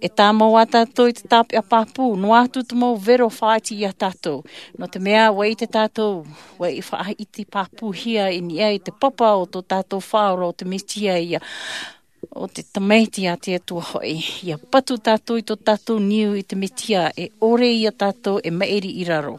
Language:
Tahitian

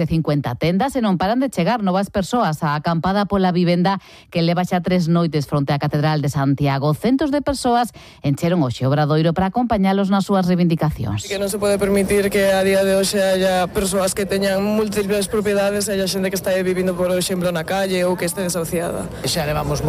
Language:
Galician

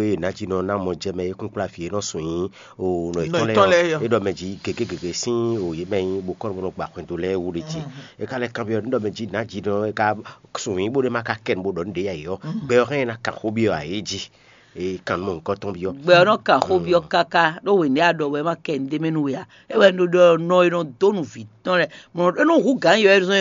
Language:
Fon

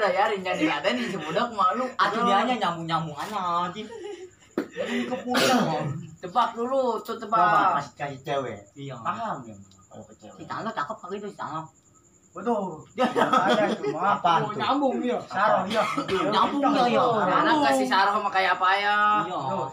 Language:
Betawi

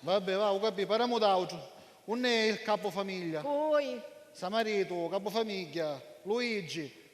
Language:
Sicilian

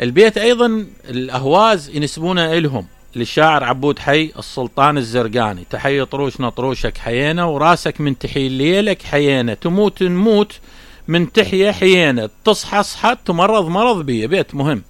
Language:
Mesopotamian Arabic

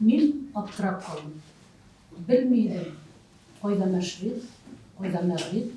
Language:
Tatar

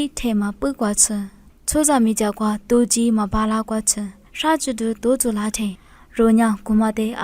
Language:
Lisu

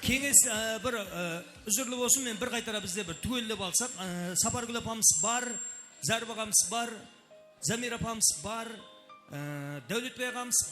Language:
Kara-Kalpak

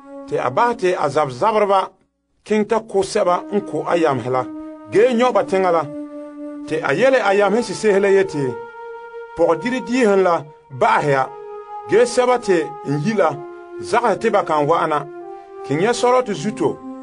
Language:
Frafra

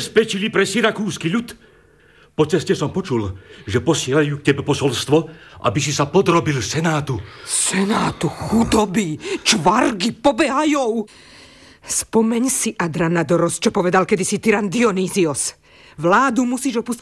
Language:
Slovak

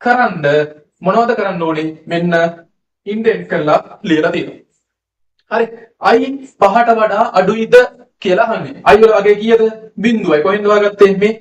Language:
Sinhala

